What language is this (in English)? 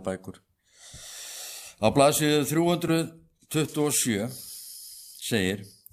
Icelandic